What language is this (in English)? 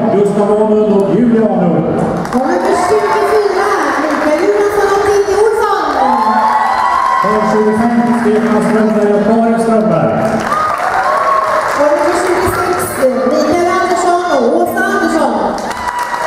Swedish